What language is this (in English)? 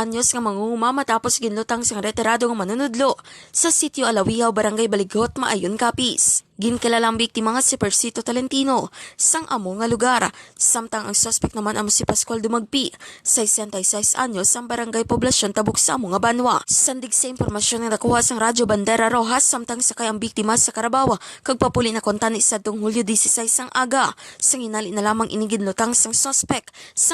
Hiligaynon